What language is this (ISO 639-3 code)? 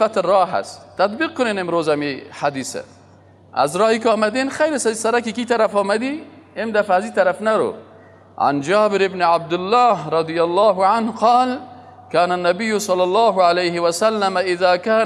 fas